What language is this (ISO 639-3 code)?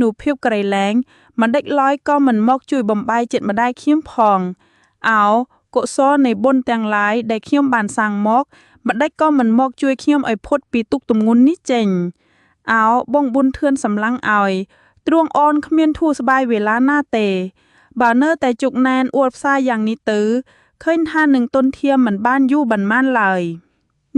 khm